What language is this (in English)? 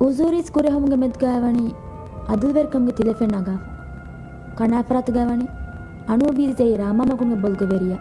Divehi